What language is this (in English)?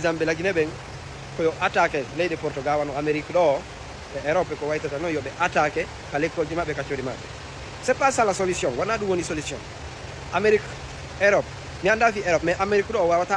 Fula